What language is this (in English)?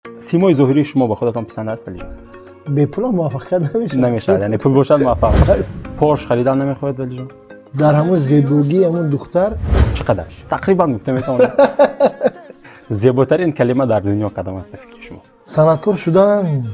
Tajik